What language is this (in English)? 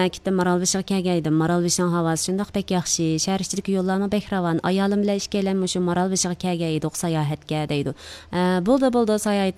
Uyghur